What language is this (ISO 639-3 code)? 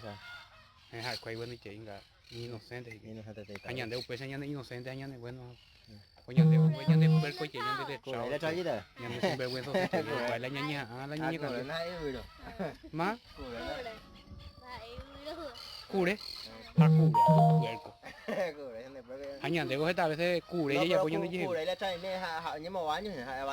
grn